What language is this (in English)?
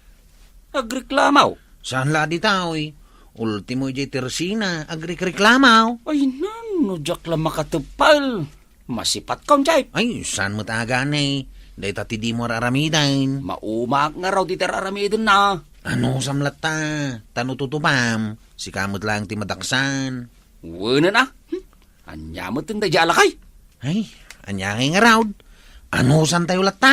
Iloko